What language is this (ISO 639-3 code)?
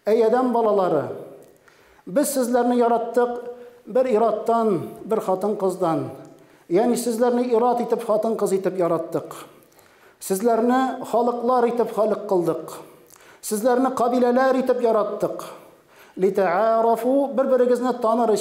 tat